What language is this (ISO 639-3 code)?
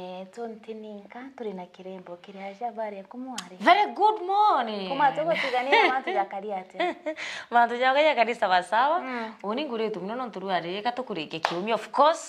mer